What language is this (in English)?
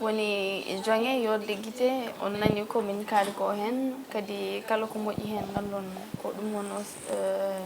Fula